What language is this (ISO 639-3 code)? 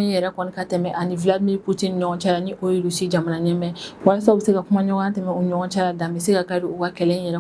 bam